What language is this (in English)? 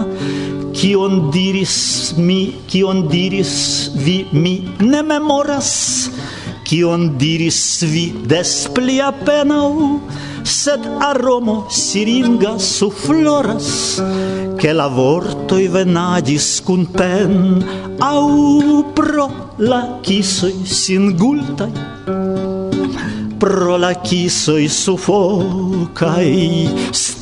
Esperanto